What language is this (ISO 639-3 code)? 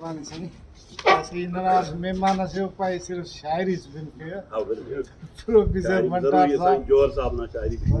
brh